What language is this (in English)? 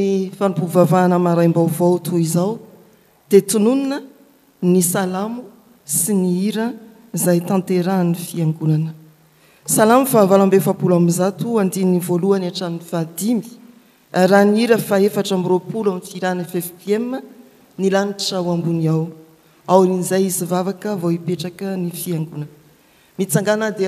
Malagasy